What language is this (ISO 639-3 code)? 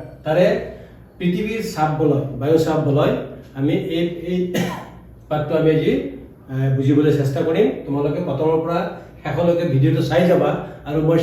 asm